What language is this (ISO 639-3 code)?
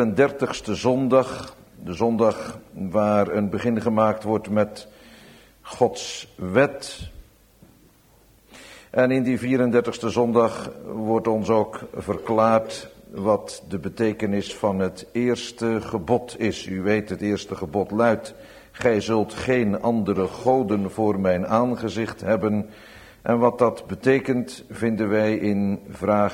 nld